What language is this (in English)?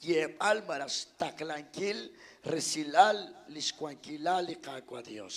Kekchí